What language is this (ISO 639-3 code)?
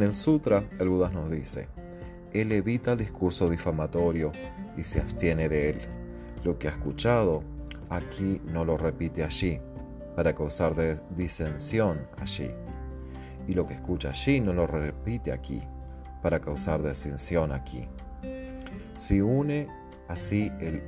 spa